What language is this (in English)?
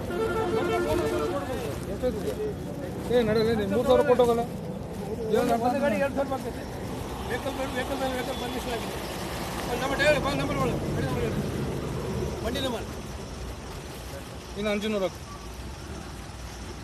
Kannada